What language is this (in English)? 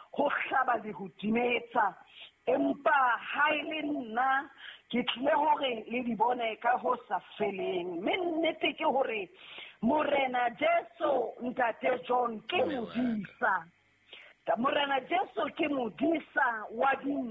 Southern Sotho